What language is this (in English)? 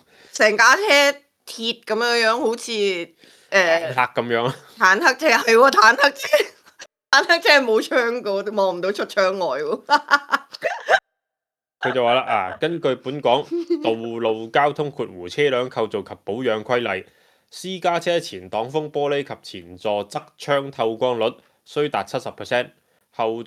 Cantonese